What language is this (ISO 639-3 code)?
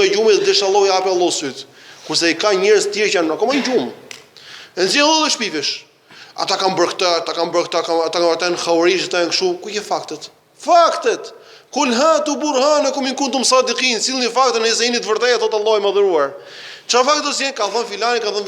sqi